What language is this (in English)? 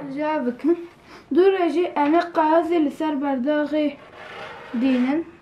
Kurdish